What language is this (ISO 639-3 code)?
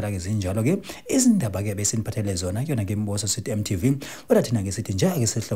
zul